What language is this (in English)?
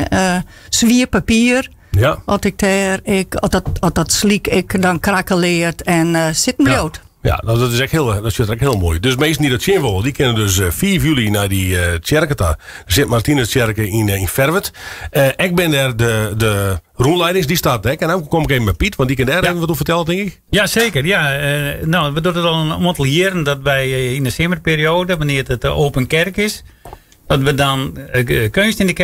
Western Frisian